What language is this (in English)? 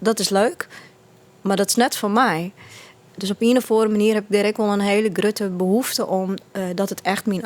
Western Frisian